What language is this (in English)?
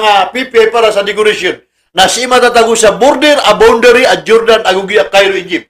Maranao